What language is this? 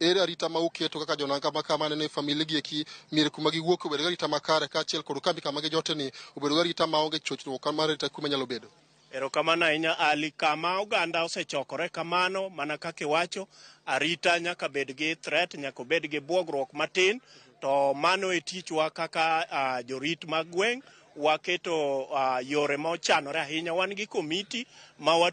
Luo (Kenya and Tanzania)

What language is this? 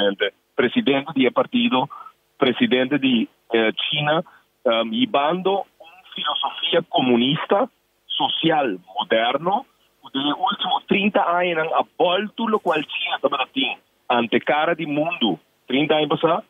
Papiamento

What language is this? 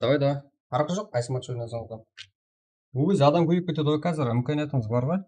Kara-Kalpak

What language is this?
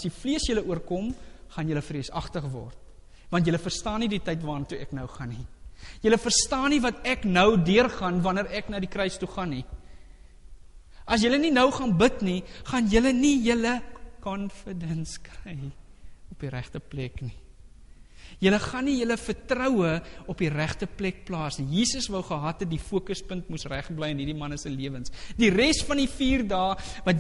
Afrikaans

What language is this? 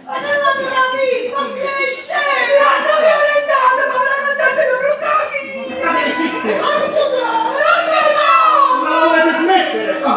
Neapolitan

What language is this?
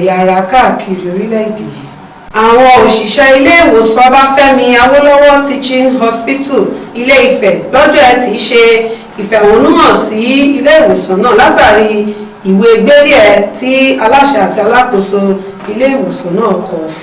Yoruba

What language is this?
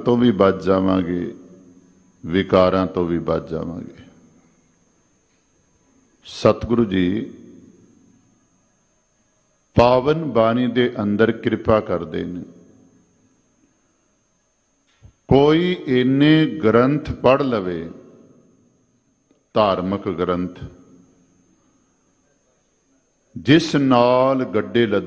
Punjabi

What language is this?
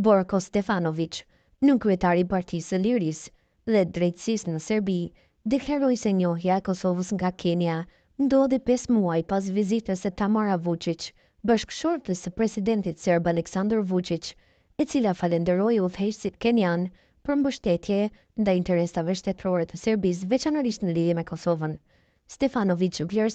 Albanian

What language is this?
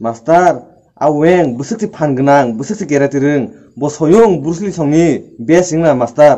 Kok Borok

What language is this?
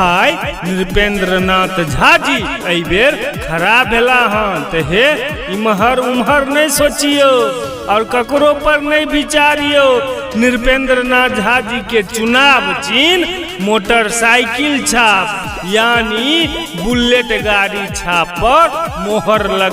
Maithili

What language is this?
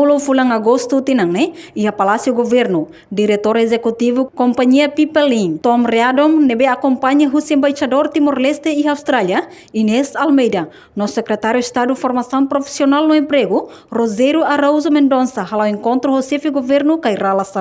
Tetum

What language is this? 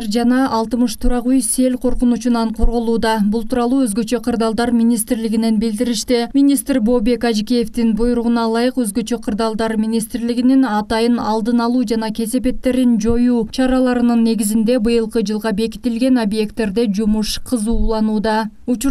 Kyrgyz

